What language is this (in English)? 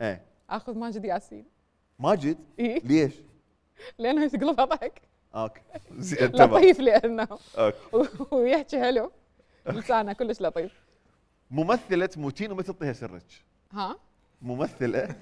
Mesopotamian Arabic